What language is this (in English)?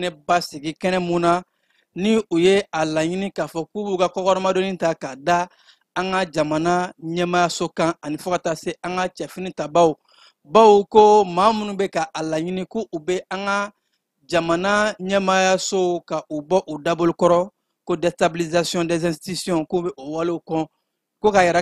Bambara